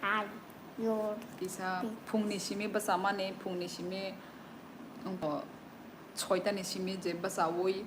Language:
Kok Borok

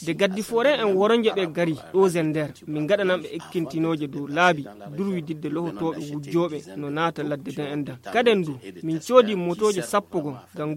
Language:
Fula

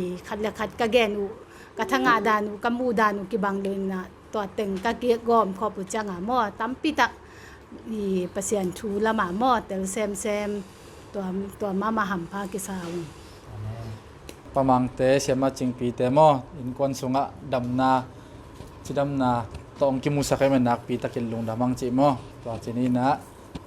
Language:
Tedim Chin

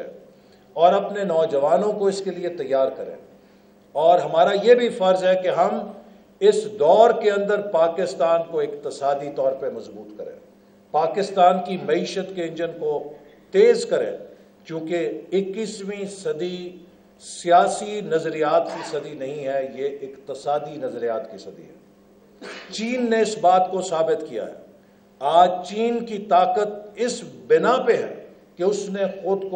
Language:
Urdu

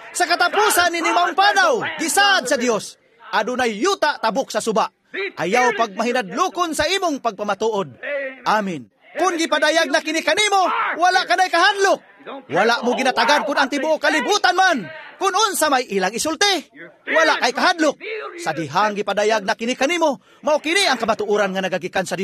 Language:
Cebuano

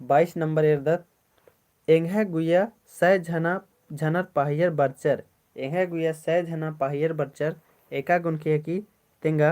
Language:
Kurukh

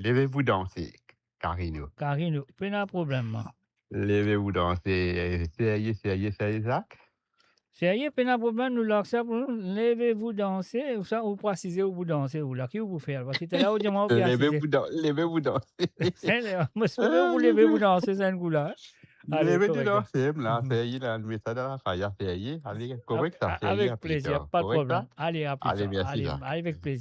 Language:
Morisyen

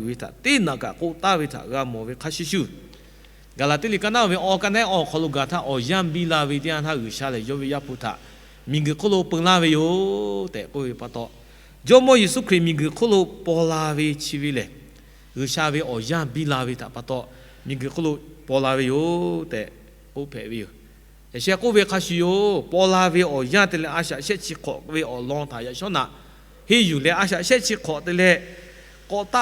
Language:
Lahu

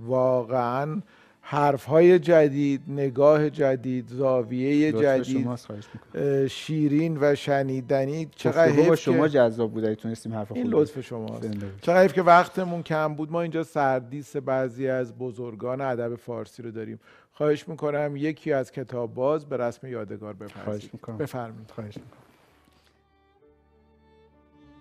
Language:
Persian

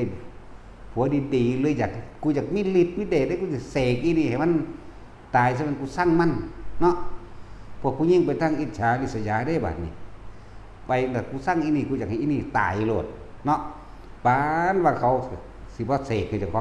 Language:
Northeastern Thai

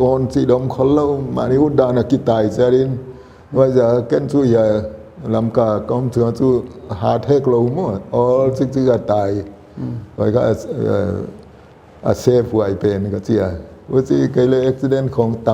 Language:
Paite Chin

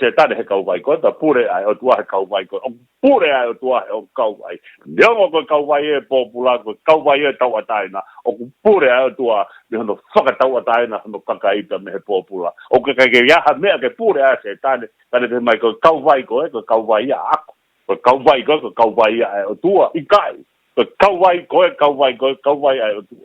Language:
Tongan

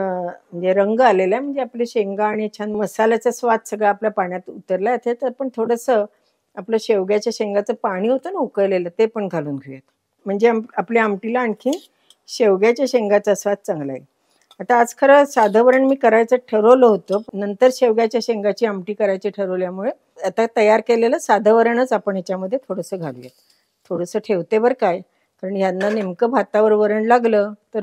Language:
Marathi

